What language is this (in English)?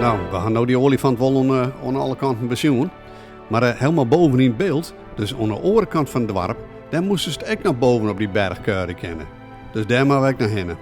Western Frisian